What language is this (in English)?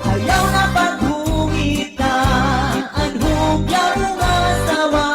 Waray